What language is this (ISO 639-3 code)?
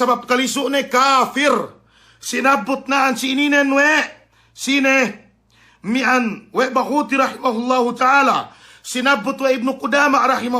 yka